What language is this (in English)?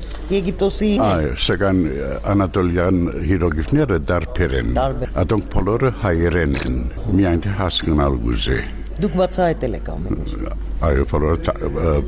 Armenian